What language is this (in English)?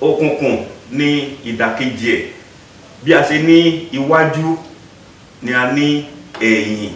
Yoruba